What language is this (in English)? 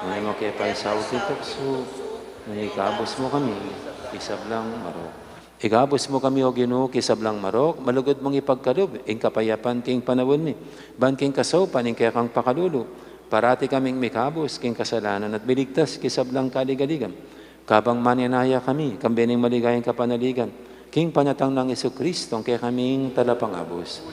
Pampanga